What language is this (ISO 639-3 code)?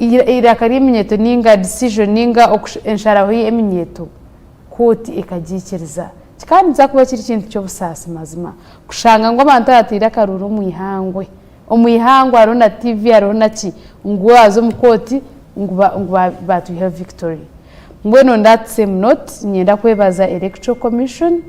nyn